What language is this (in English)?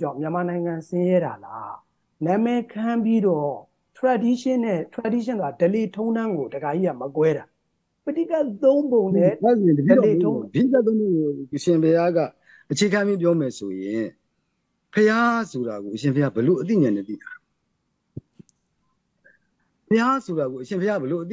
Burmese